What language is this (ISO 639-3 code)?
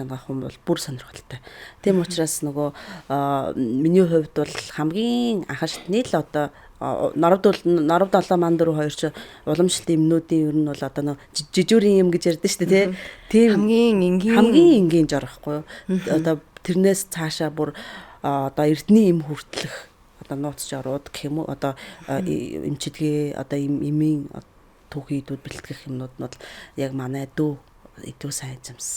mon